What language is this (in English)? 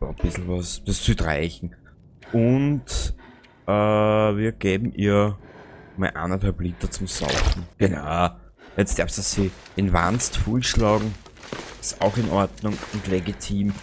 Bavarian